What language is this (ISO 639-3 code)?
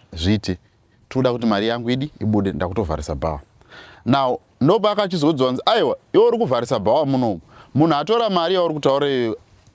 sna